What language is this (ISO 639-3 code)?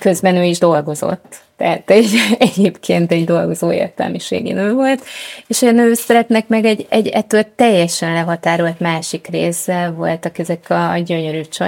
hun